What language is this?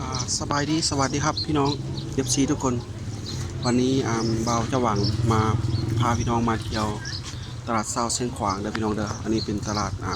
Lao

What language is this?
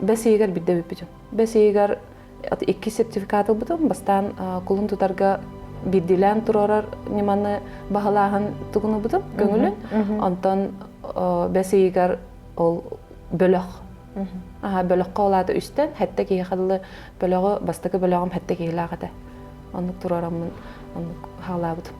Yakut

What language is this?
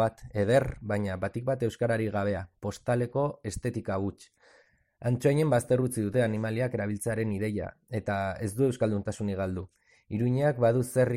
Basque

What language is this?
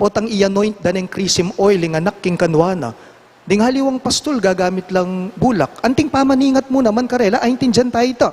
Pampanga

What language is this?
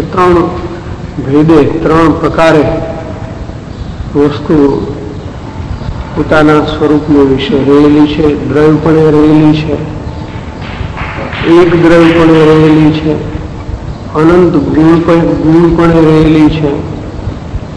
Gujarati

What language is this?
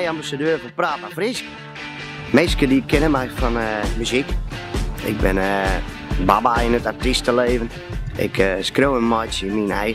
Western Frisian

